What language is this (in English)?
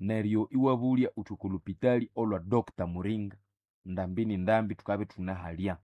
Nande